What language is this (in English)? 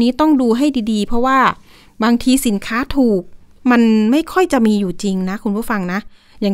Thai